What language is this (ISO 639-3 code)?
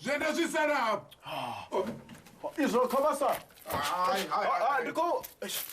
ven